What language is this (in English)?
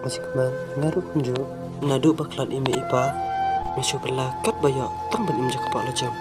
Khasi